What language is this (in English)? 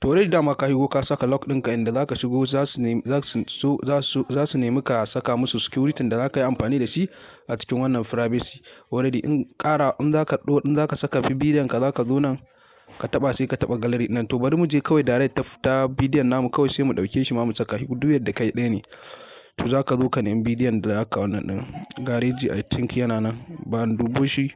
Hausa